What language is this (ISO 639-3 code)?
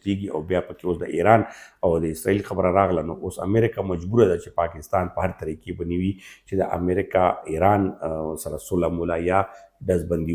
pus